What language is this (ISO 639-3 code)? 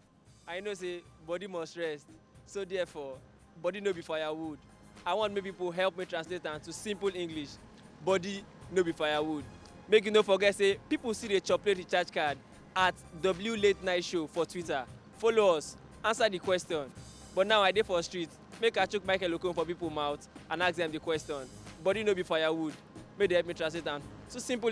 pcm